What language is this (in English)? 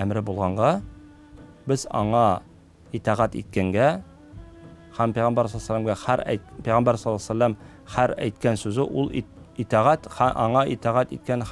Tatar